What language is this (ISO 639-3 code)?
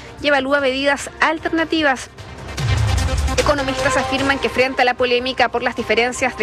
spa